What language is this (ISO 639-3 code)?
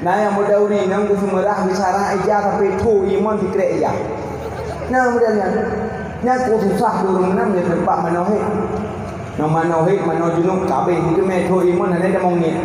ace